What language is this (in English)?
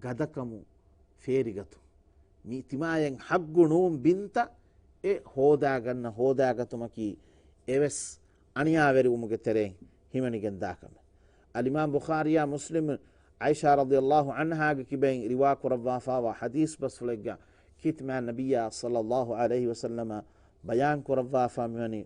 Divehi